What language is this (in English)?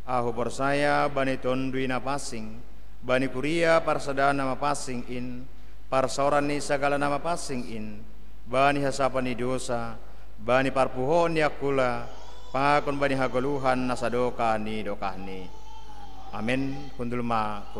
Batak Simalungun